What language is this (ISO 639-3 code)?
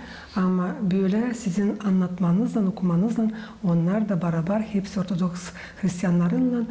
gag